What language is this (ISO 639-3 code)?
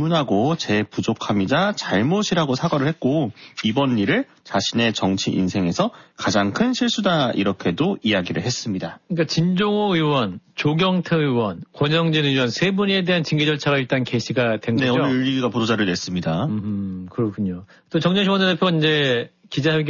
kor